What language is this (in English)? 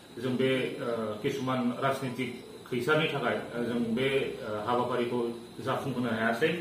Bodo